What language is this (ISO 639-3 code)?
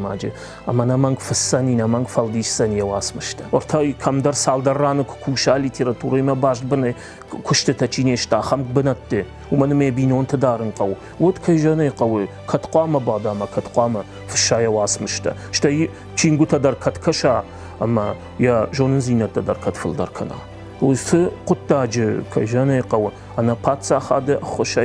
oss